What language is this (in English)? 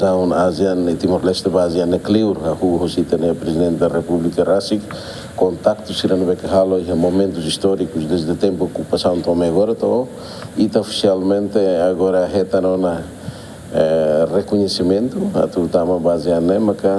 Tetum